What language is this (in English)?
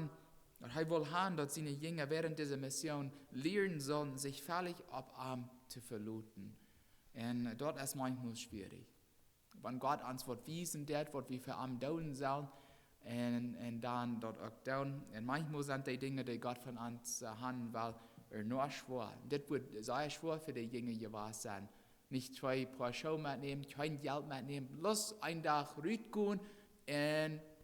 Plautdietsch